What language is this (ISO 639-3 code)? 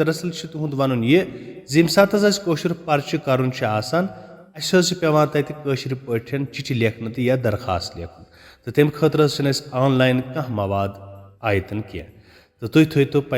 kas